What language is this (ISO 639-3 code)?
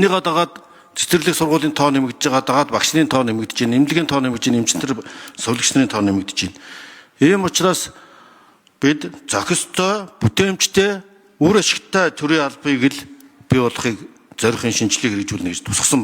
mon